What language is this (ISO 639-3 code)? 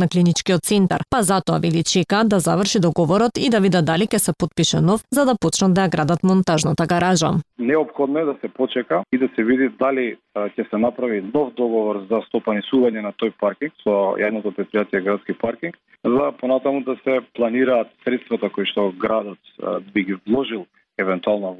mkd